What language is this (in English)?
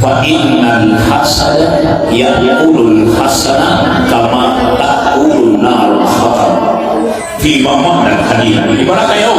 Maranao